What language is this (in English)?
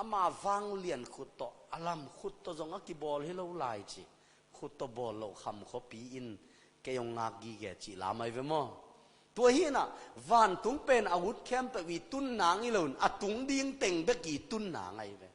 Tedim Chin